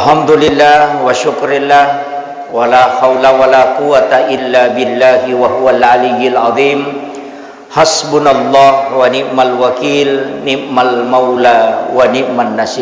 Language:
Buginese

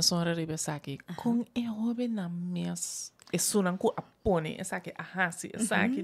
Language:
Papiamento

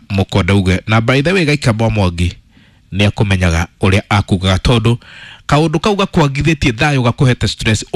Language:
Kikuyu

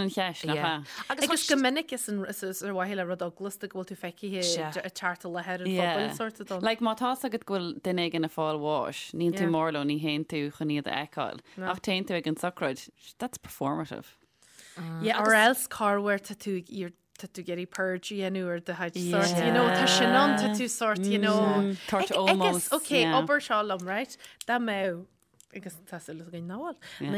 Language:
Irish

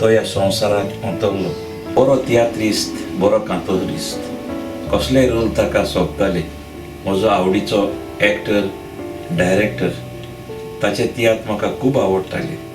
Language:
Konkani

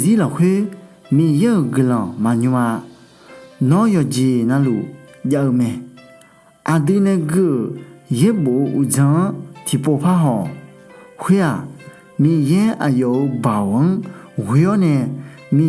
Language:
Akha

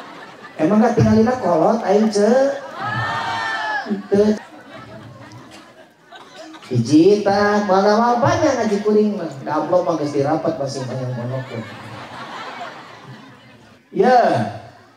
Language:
Sundanese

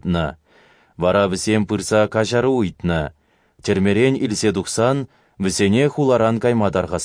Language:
Chuvash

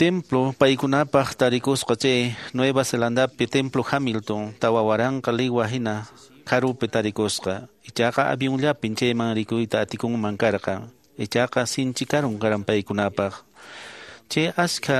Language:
Quechua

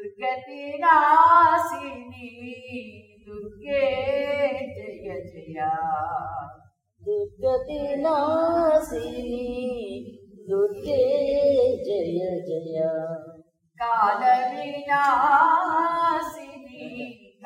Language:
Telugu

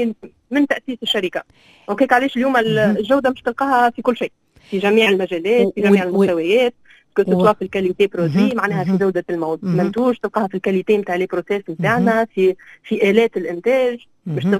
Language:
Tunisian Arabic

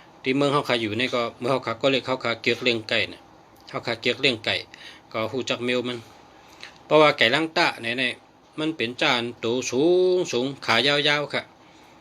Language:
Shan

